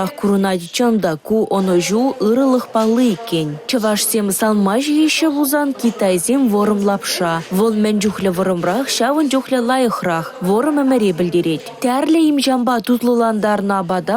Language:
Chuvash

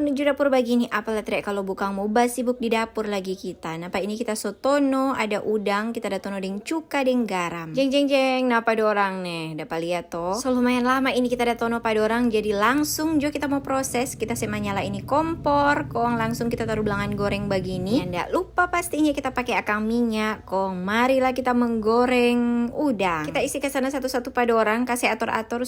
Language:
Manado Malay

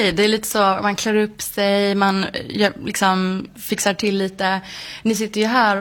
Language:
Swedish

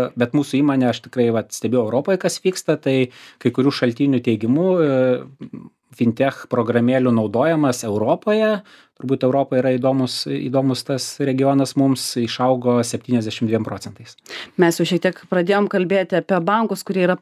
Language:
Lithuanian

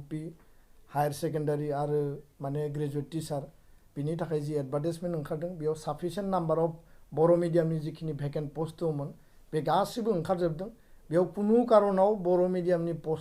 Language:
Bodo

